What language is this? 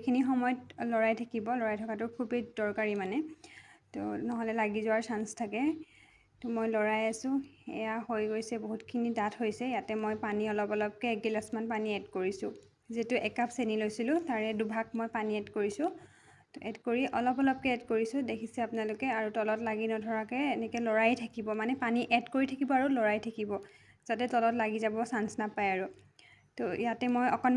Assamese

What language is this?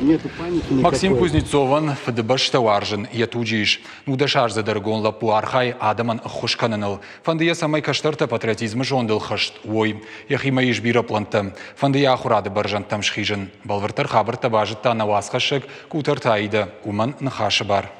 Ossetic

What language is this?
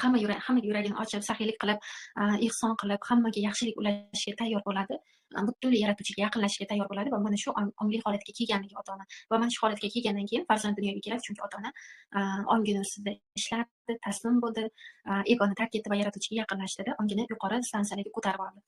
Uzbek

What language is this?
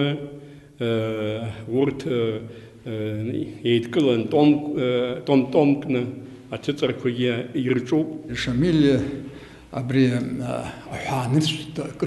Abkhazian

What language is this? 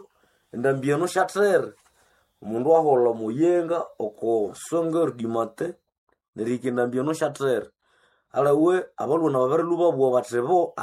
Nande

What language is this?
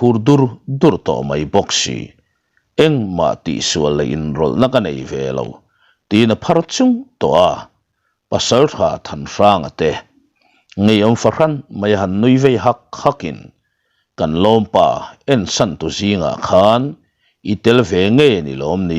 Mizo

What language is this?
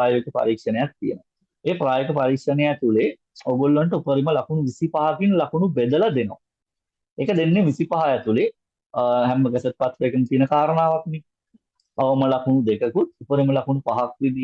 Sinhala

